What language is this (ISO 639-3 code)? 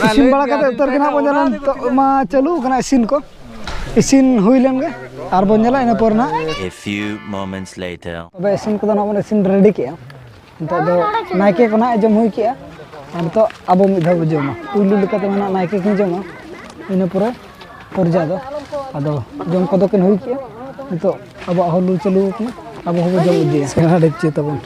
sat